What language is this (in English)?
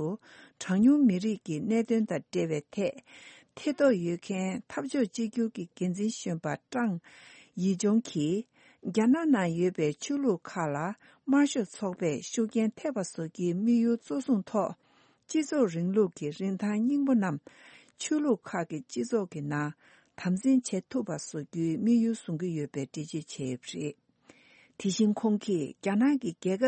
Tibetan